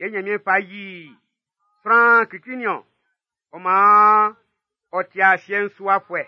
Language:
Baoulé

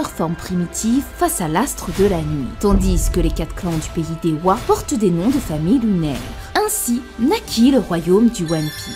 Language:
French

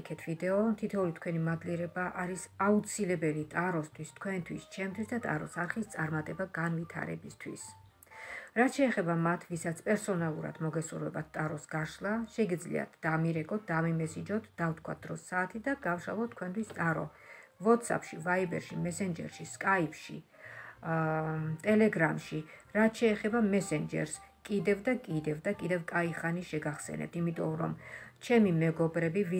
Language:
Georgian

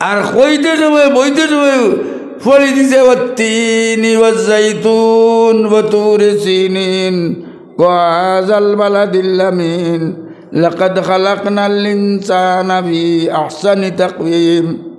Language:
Sylheti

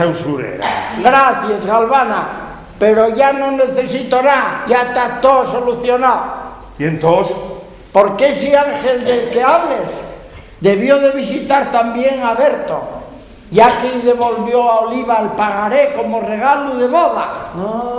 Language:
Asturian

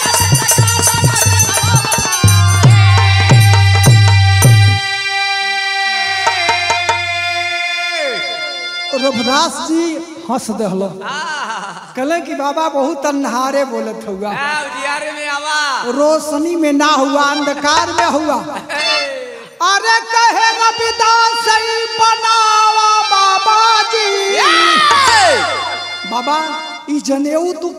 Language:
Bhojpuri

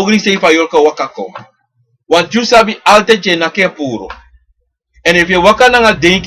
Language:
Sranan Tongo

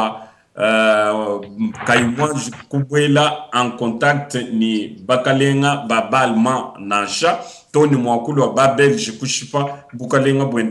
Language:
Luba-Lulua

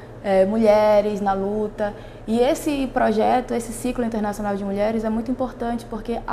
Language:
Portuguese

